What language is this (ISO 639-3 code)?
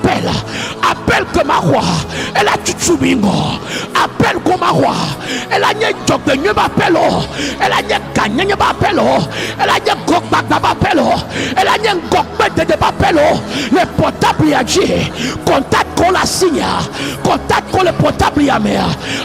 ewe